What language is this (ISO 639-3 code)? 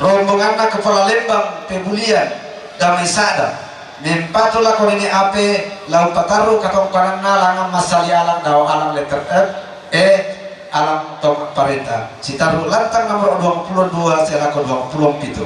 sda